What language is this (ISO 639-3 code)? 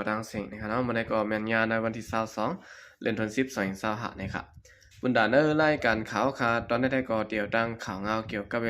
shn